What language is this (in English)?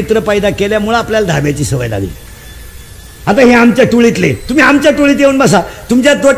Marathi